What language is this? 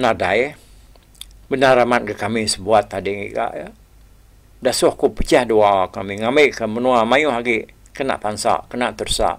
Iban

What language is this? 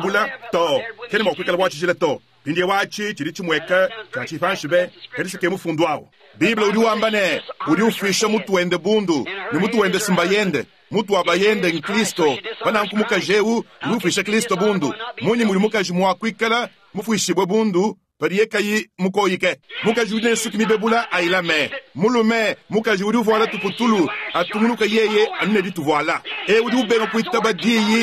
Luba-Lulua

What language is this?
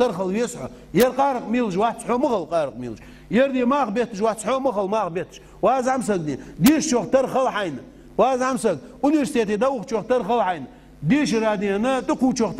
Ingush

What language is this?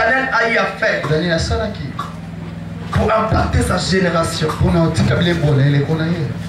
French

